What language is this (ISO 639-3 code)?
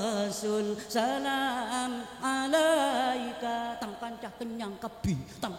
mad